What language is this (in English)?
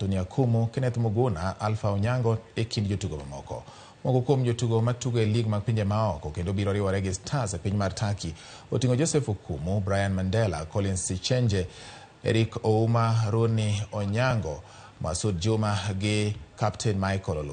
Luo (Kenya and Tanzania)